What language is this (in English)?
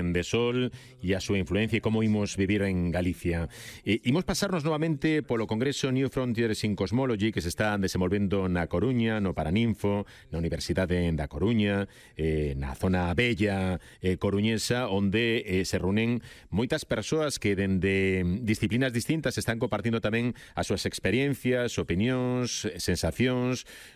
Galician